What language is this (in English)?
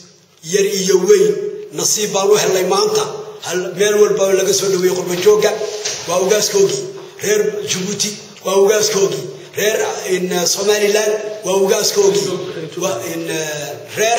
Somali